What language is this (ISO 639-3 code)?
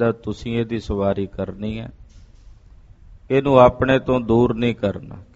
pan